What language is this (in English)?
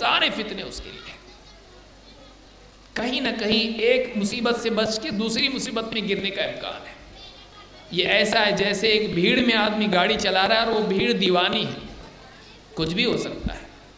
Urdu